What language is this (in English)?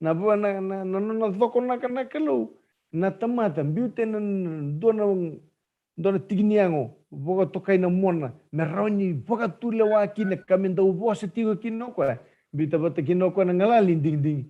Fijian